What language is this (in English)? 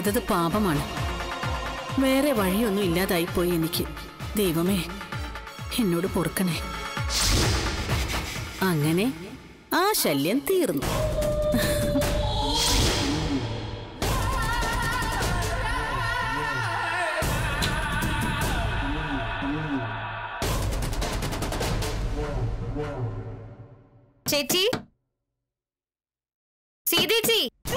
Malayalam